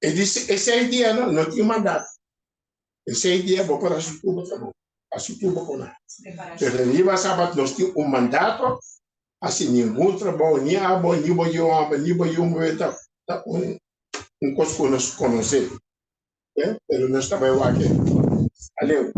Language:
Papiamento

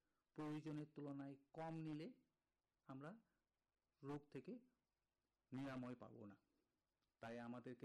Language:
Bangla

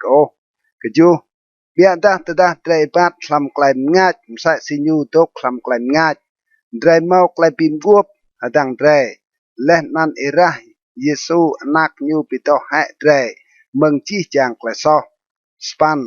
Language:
Rade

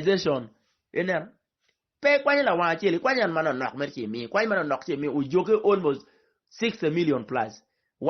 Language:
Acoli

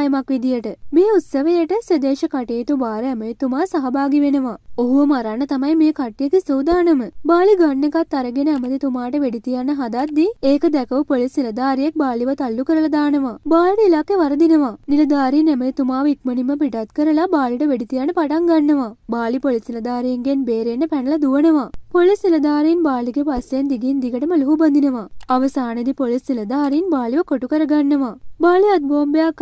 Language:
Sinhala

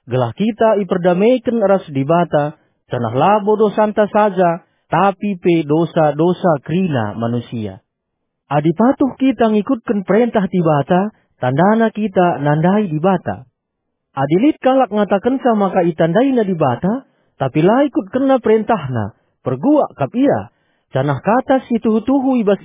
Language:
Batak Karo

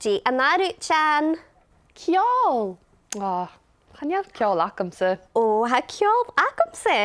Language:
Scottish Gaelic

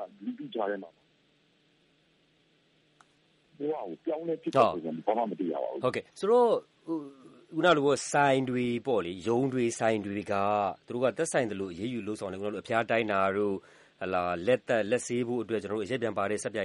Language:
Burmese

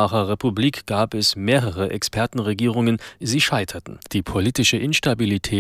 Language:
German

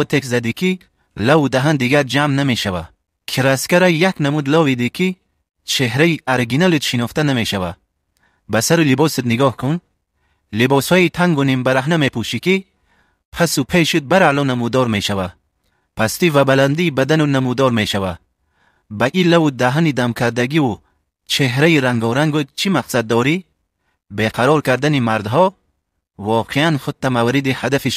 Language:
Tajik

